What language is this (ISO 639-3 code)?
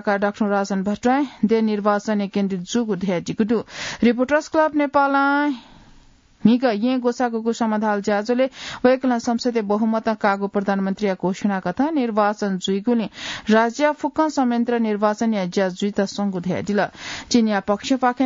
new